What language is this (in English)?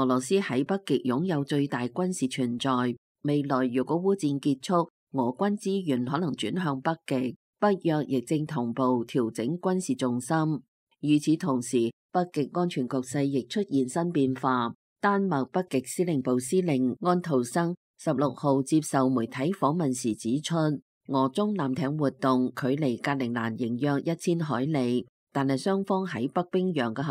Cantonese